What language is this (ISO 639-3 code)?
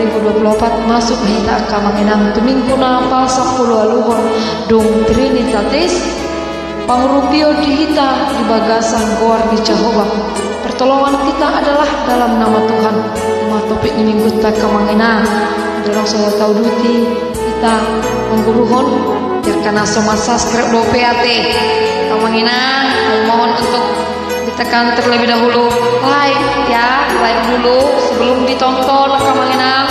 bbc